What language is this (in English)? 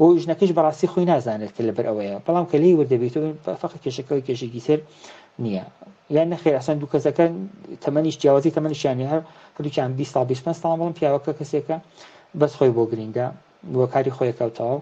Central Kurdish